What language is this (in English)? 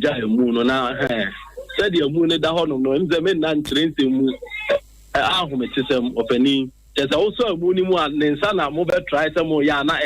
Akan